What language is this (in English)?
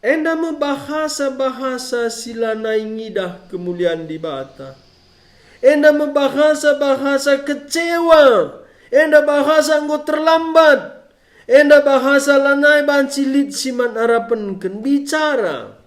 Batak Karo